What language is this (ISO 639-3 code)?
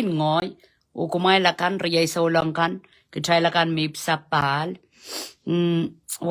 pon